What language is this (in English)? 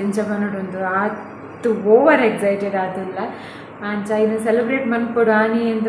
Tulu